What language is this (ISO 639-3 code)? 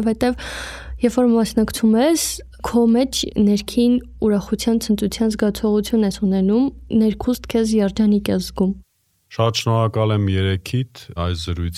hye